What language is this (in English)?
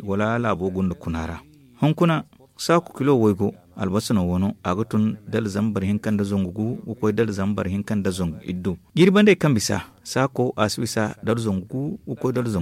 Zarma